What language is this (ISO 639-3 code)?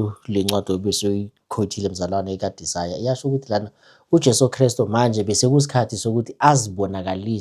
zul